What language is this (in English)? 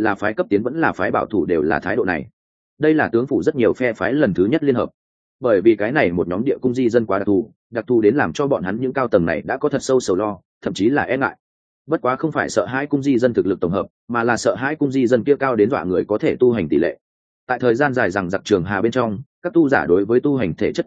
Vietnamese